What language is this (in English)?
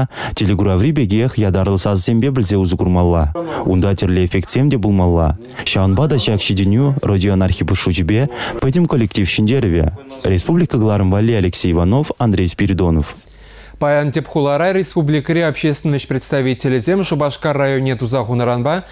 Chuvash